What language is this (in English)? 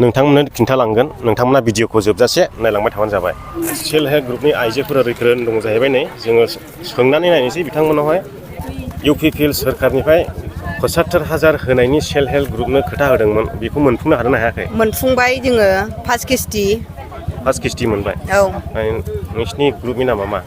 Bodo